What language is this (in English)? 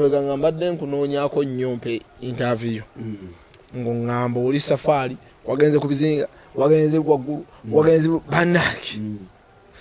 Ganda